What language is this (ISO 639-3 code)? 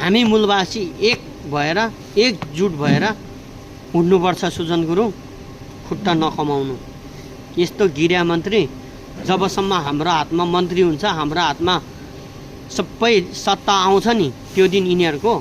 nep